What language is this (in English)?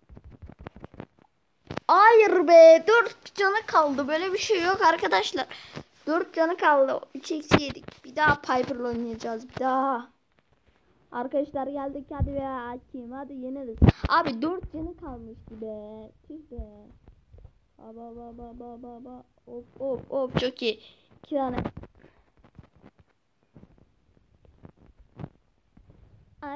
Turkish